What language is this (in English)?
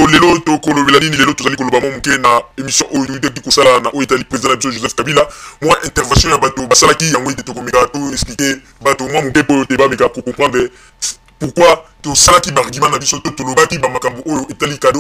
Lingala